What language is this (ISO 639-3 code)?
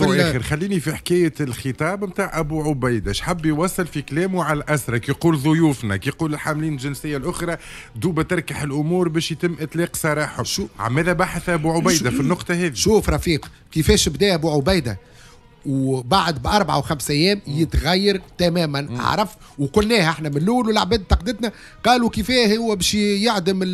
aeb